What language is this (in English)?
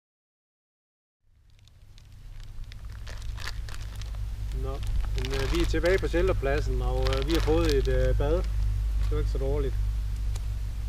Danish